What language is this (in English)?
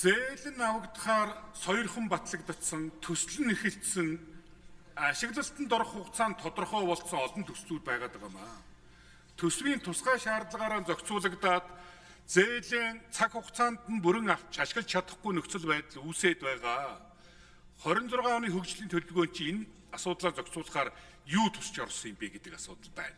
Mongolian